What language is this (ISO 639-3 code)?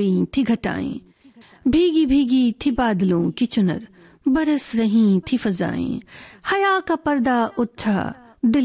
hin